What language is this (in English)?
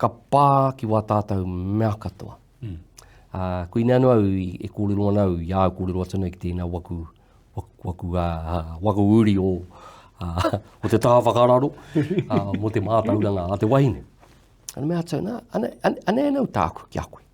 Māori